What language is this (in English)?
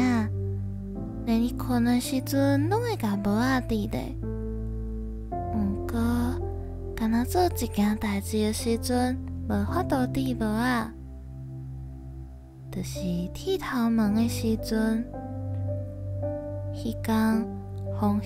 Min Nan Chinese